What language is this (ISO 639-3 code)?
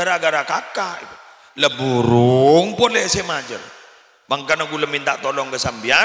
mad